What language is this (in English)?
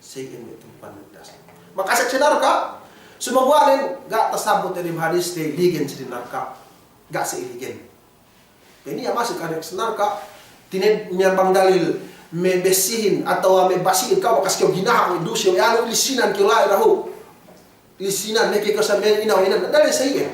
Yakan